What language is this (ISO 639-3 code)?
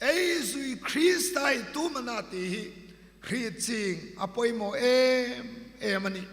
hmr